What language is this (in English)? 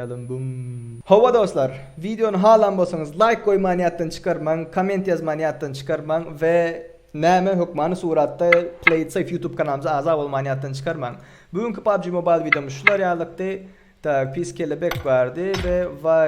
Turkmen